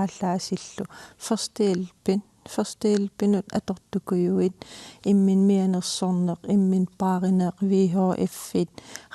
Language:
Kalaallisut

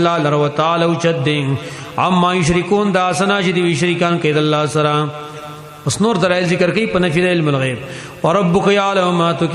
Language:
Pashto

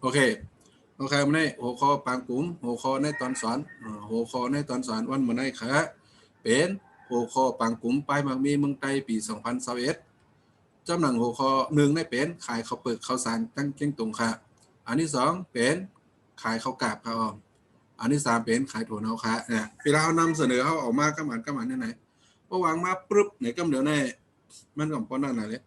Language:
Shan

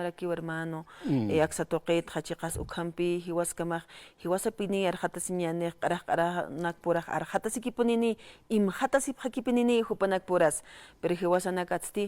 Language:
Aymara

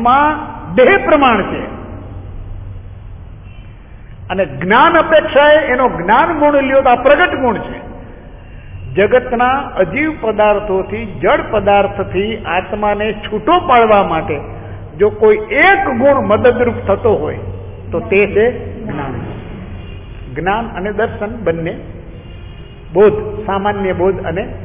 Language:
Gujarati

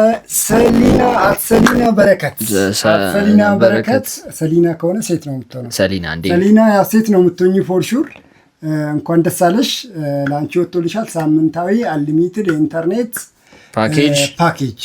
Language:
Amharic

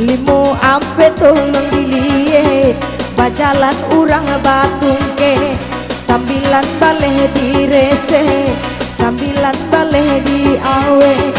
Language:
Minangkabau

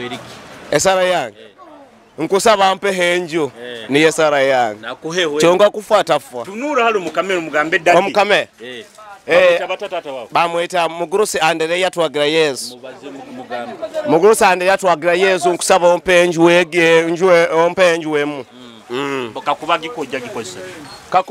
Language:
Nyoro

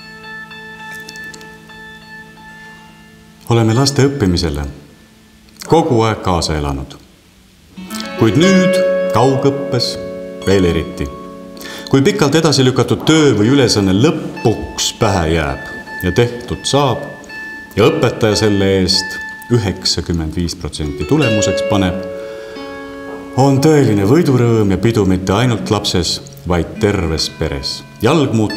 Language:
Estonian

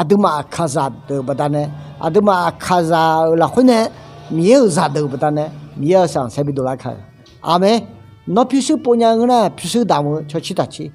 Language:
Akha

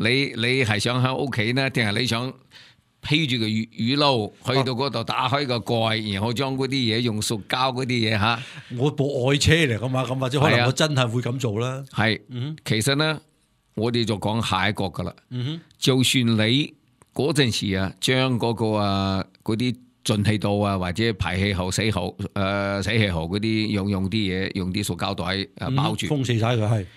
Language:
Cantonese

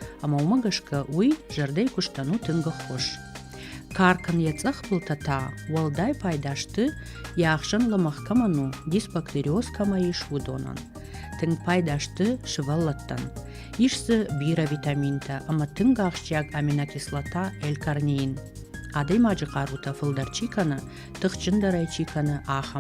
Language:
Ossetic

